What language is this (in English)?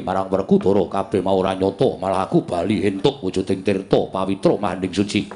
Javanese